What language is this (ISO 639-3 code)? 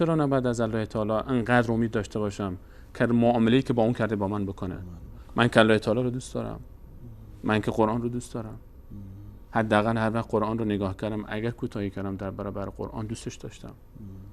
fas